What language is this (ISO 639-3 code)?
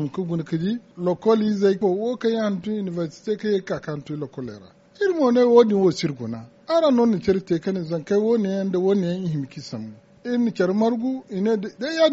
dje